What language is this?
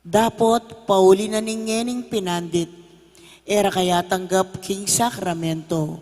Pampanga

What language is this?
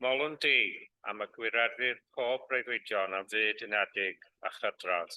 Welsh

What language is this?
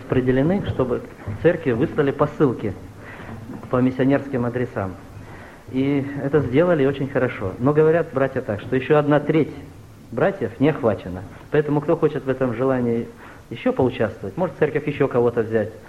Russian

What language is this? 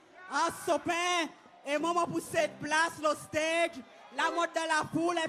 Seselwa Creole French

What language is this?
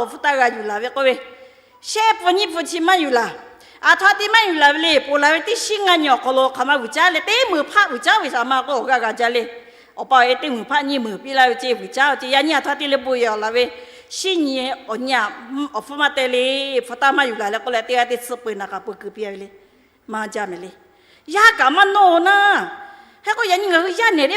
Lahu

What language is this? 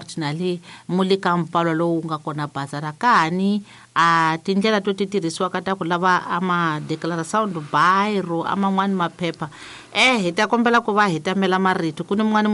Tsonga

